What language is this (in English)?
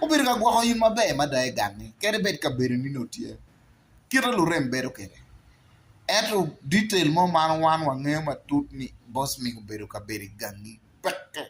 Acoli